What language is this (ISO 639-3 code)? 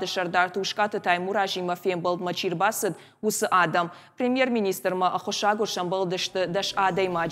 oss